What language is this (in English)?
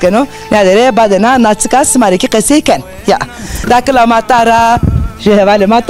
Zaza